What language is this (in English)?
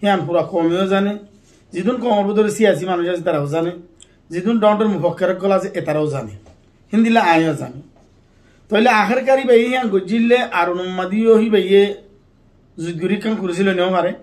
Rohingya